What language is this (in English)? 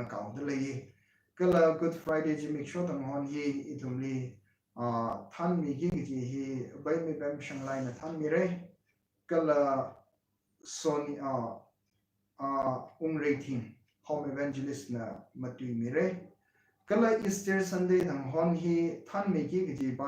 Tangkhul Naga (India)